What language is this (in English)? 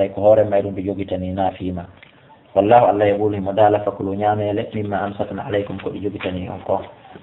Fula